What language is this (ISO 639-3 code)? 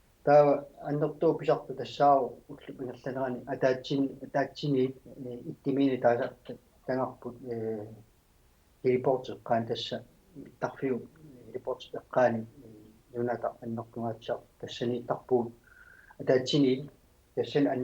kal